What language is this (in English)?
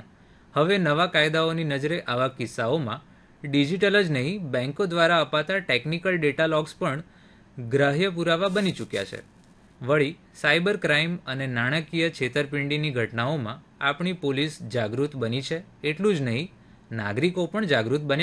Gujarati